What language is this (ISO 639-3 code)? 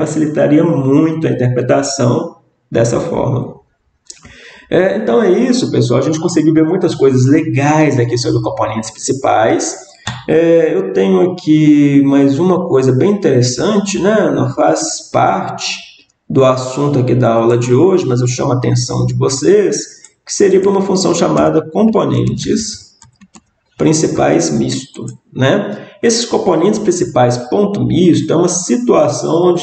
por